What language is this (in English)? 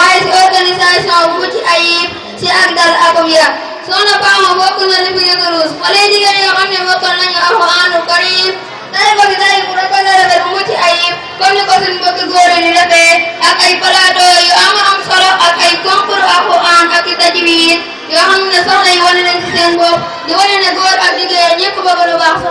Wolof